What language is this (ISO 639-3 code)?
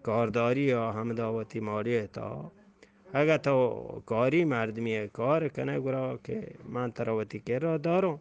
bgp